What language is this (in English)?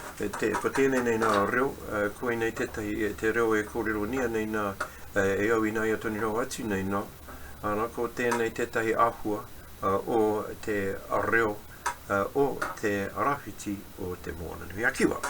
Māori